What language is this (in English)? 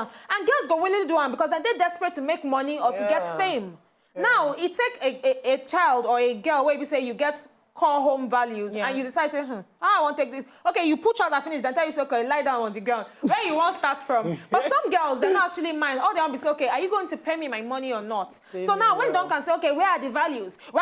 Nigerian Pidgin